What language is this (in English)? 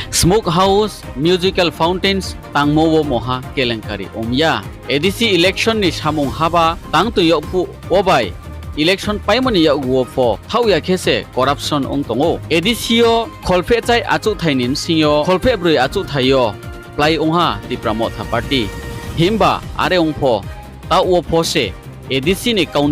Riang (India)